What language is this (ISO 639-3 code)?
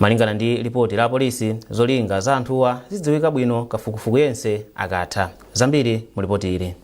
nya